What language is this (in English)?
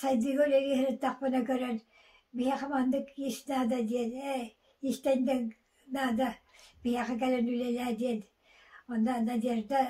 Yakut